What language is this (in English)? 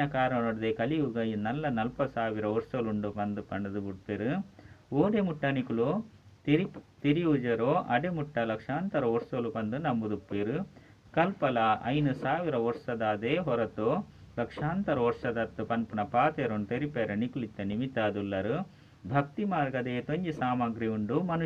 Tulu